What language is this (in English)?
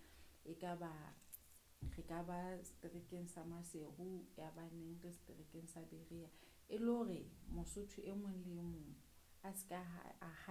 Southern Sotho